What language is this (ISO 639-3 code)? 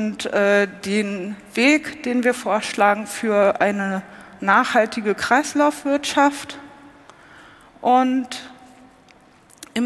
deu